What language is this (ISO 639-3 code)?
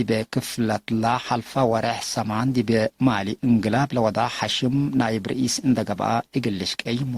tig